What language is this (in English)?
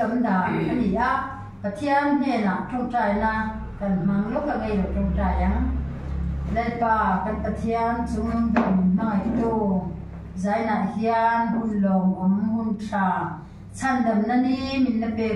Mizo